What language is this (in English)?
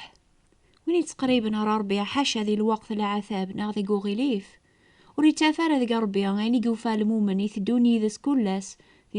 Kabyle